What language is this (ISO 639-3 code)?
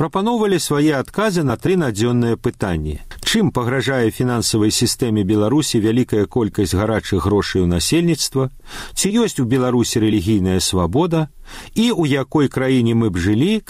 bel